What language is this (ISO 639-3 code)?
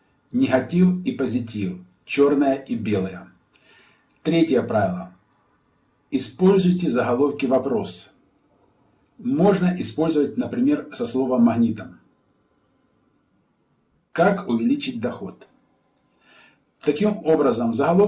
rus